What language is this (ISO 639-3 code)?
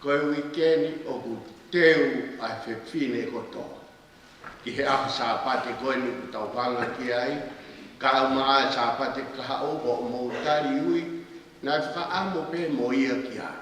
ton